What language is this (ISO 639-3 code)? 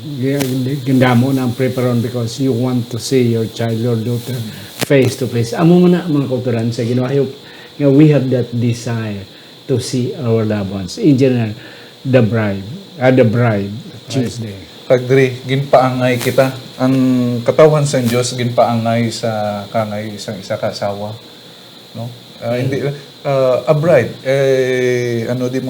hil